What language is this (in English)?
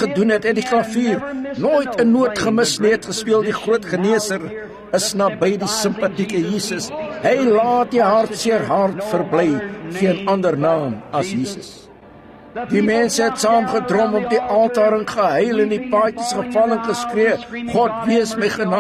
Afrikaans